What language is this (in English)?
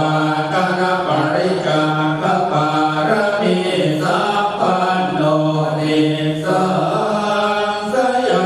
Pali